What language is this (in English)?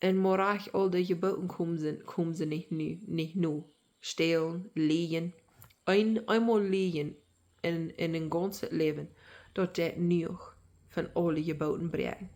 Plautdietsch